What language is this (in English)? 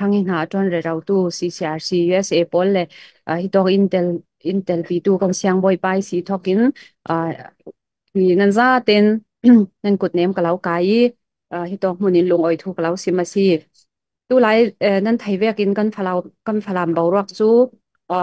Falam Chin